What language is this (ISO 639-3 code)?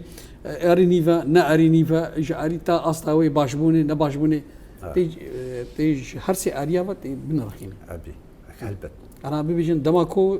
kur